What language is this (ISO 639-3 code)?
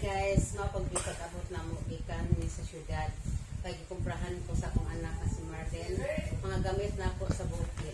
ceb